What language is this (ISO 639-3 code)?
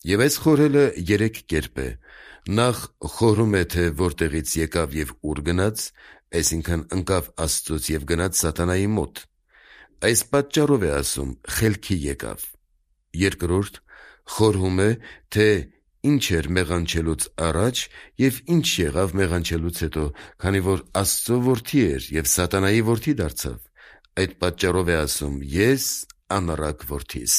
hye